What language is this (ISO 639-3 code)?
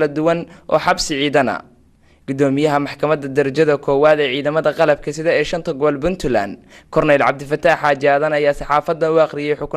som